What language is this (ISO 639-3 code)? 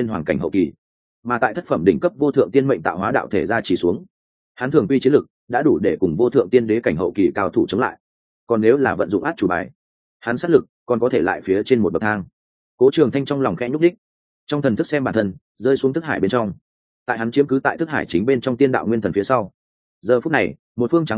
vie